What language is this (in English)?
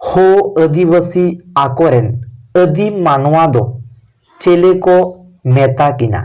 Santali